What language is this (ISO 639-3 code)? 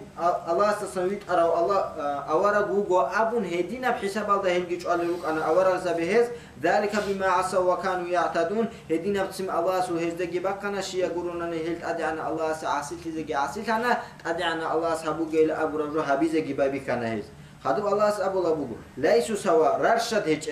ava